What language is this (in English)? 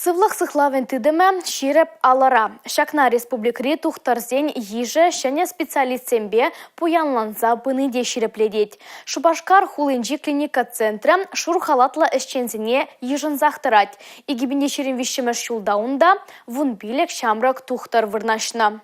Chuvash